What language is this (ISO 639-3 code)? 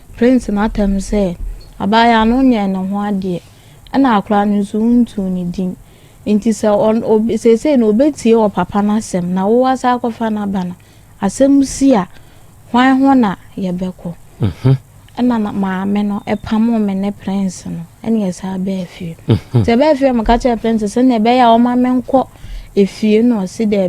aka